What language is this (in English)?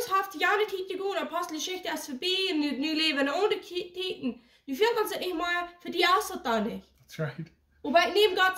Plautdietsch